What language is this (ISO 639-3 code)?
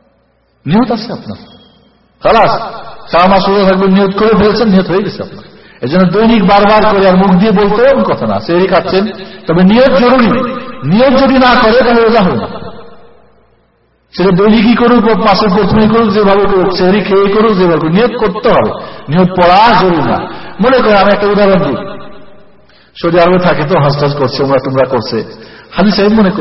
ben